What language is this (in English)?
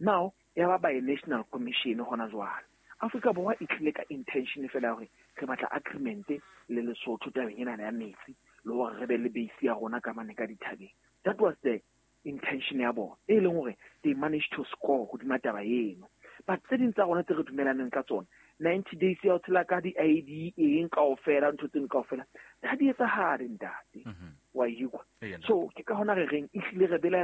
Southern Sotho